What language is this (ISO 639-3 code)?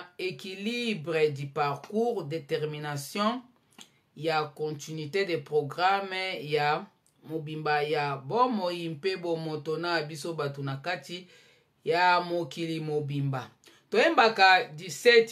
lin